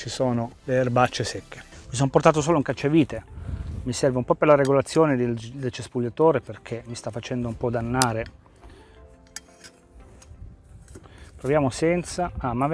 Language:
Italian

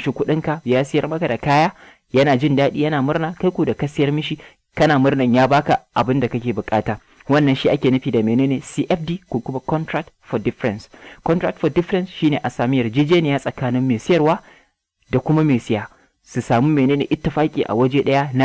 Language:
Hausa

